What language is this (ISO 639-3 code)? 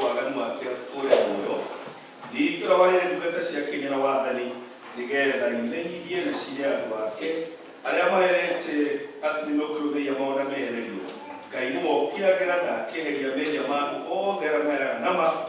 kik